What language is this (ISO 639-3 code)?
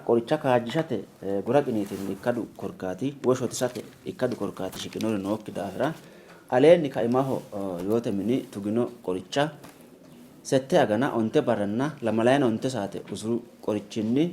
sid